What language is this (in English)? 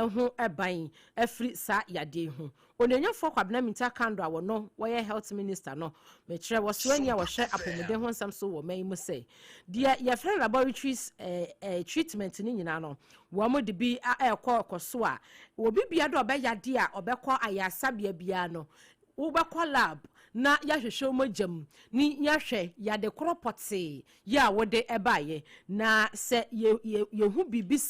Akan